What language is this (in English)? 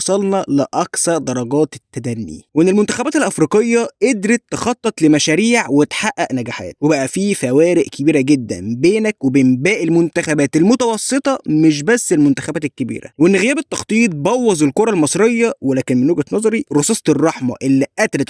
Egyptian Arabic